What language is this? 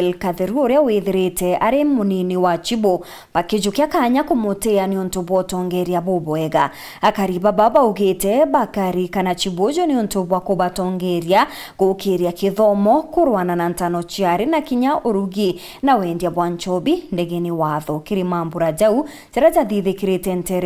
Meru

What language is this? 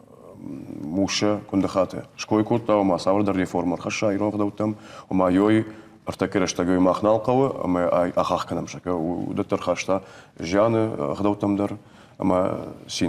Ossetic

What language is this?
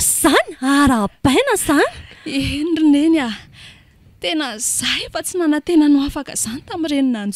Malagasy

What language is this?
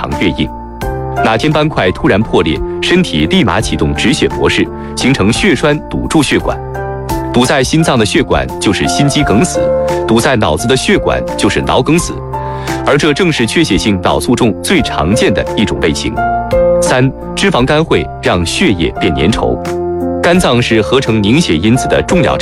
Chinese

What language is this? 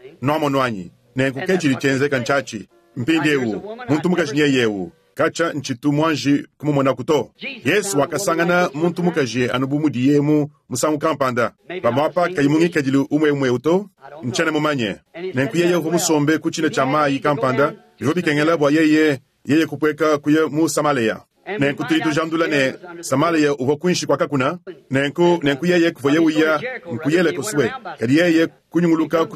Luba-Lulua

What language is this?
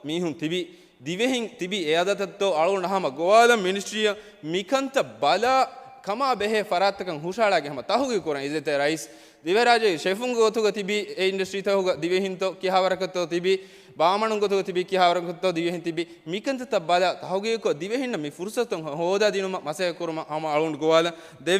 Divehi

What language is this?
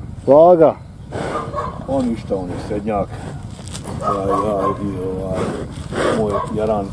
Bosnian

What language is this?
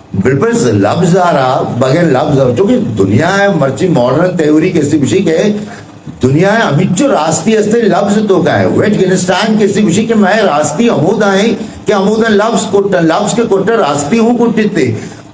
Eastern Balochi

